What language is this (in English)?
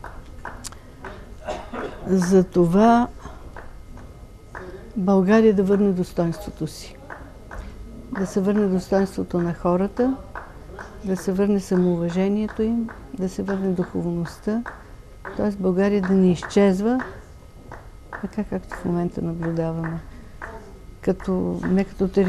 Bulgarian